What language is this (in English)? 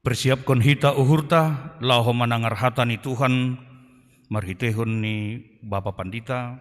Batak Simalungun